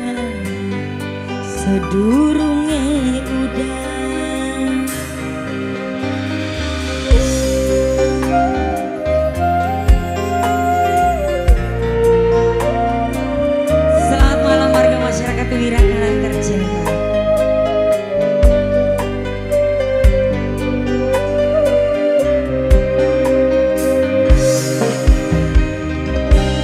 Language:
Javanese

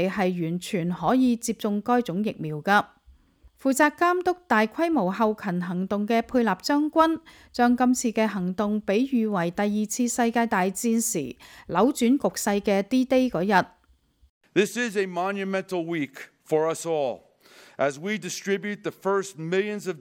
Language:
Cantonese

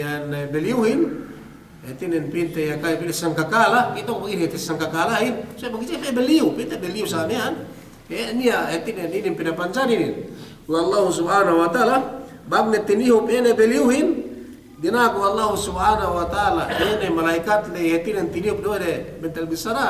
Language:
Yakan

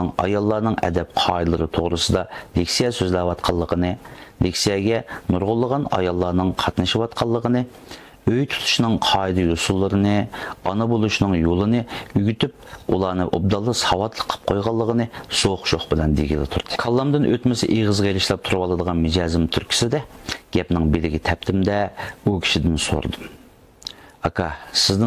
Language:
Uyghur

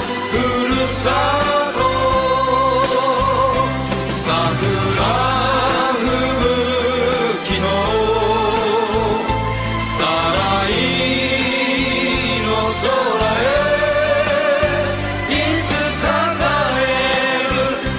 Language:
Japanese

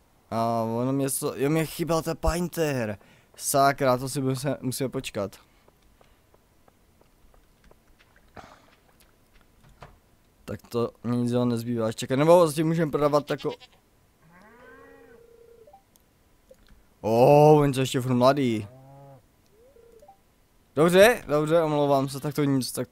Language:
Czech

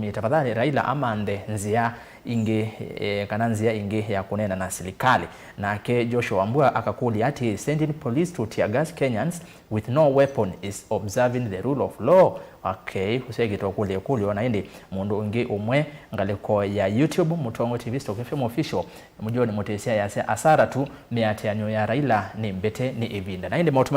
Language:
Kamba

